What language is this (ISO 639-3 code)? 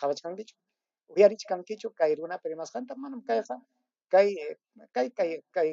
quy